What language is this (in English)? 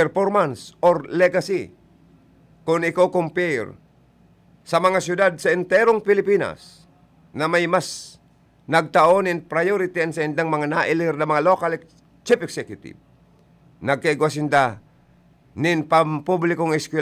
Bikol